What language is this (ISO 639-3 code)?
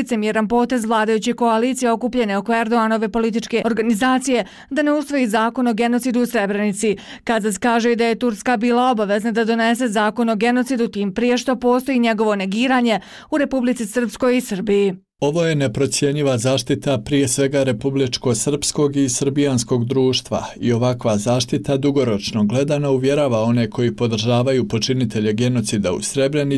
bos